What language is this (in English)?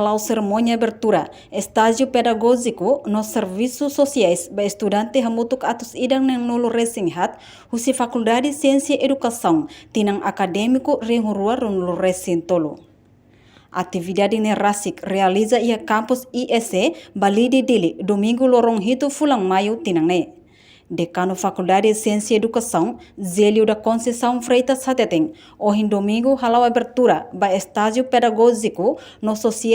Tetum